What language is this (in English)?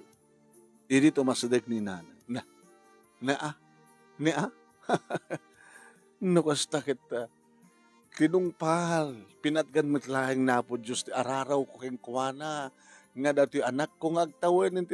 Iloko